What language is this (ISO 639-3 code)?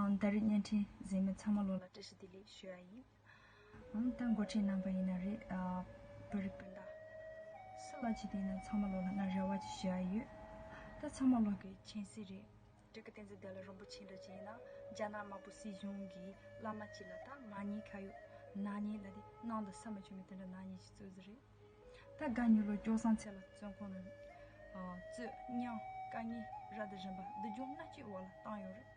bod